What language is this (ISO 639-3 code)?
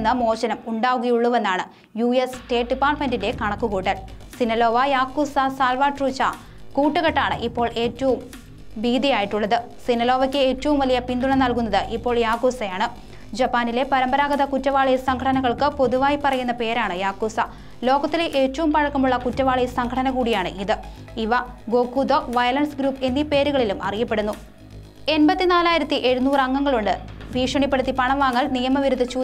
mal